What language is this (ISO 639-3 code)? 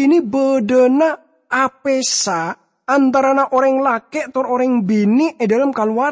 mad